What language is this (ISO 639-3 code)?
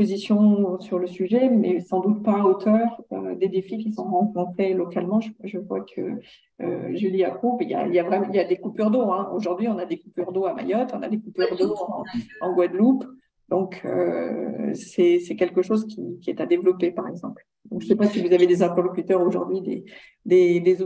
fra